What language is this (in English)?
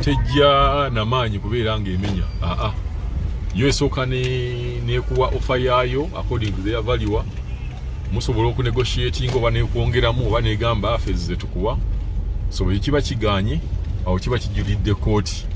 Ganda